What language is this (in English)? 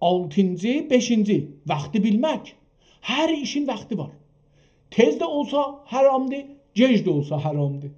South Azerbaijani